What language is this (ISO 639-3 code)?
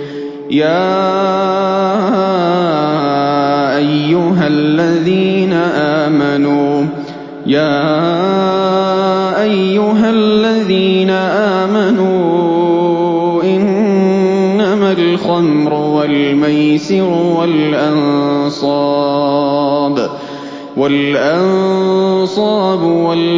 ara